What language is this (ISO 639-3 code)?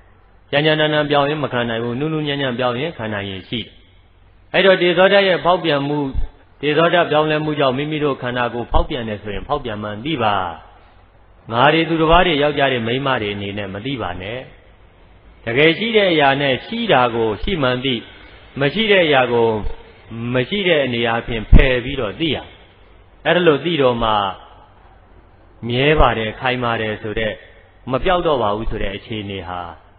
mya